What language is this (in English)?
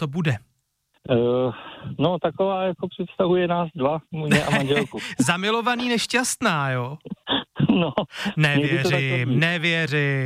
Czech